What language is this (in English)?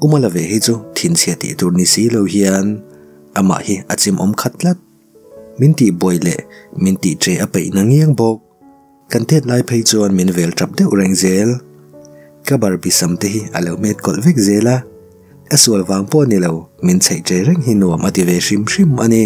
Mizo